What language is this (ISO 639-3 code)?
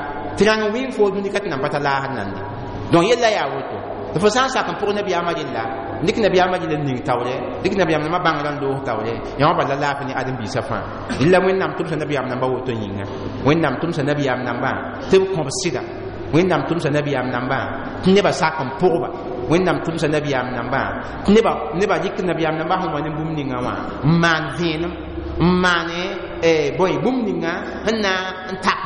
mos